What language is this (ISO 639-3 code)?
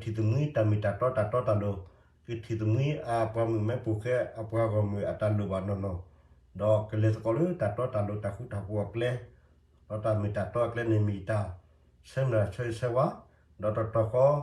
ksw